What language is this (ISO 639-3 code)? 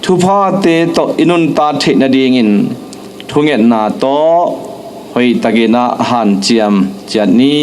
ctd